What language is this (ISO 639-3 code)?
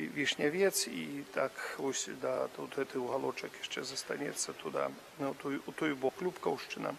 bel